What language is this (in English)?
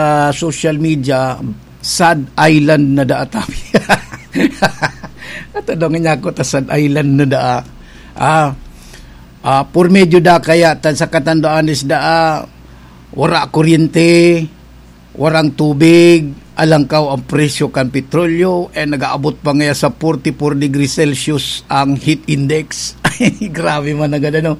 Bikol